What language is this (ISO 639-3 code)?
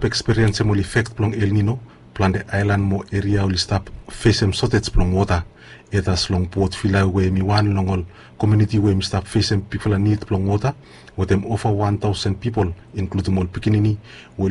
bis